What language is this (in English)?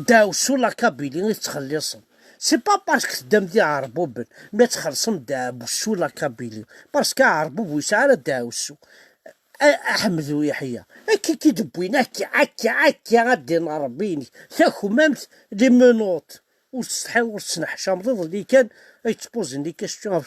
Kabyle